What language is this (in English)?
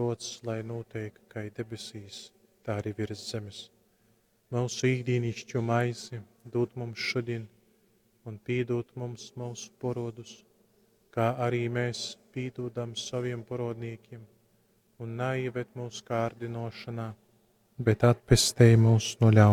Latgalian